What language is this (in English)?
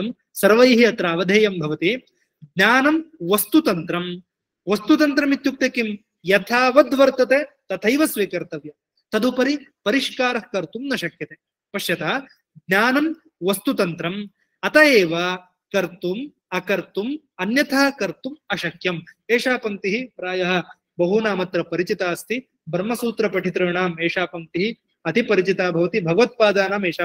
Sanskrit